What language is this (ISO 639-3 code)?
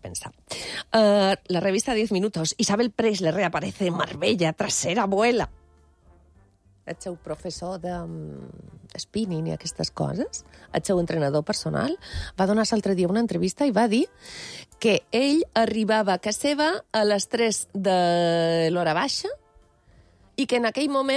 cat